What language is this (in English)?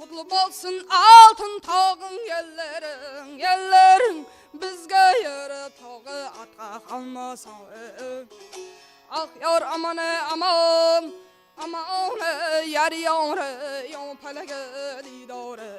Kara-Kalpak